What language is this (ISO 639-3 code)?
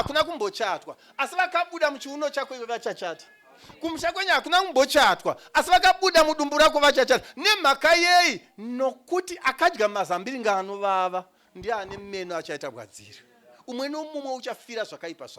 sna